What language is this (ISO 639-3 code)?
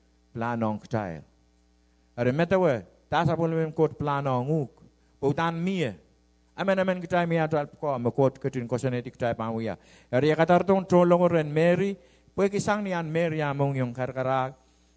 pon